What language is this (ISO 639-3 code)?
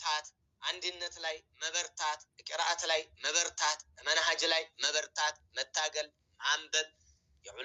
amh